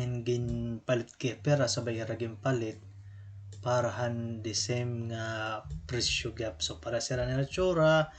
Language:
Waray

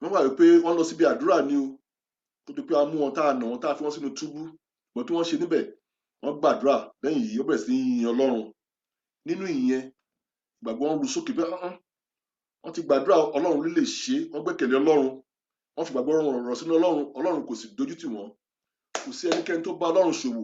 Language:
Yoruba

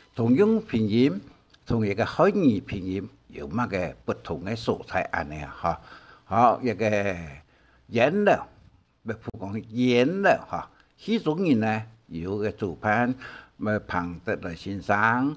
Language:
Hakka Chinese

